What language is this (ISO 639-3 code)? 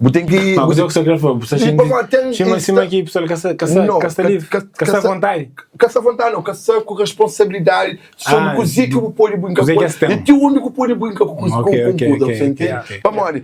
kea